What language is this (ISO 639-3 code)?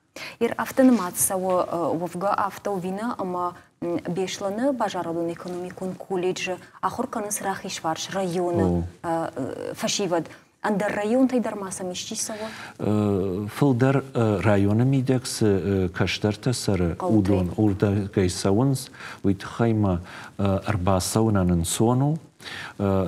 oss